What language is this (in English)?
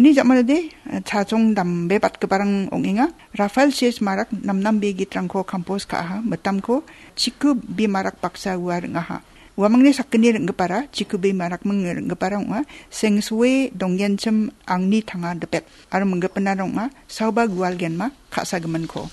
Garo